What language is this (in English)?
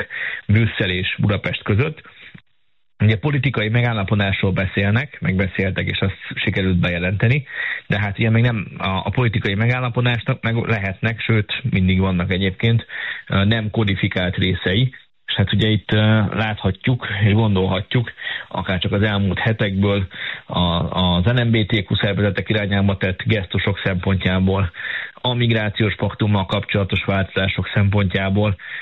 Hungarian